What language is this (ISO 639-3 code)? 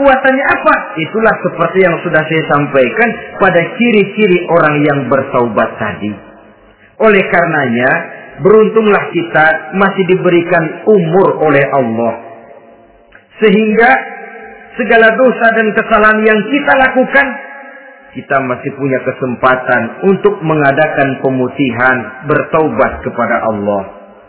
ind